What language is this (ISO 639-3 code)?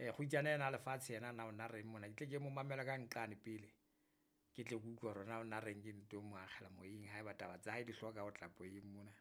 sot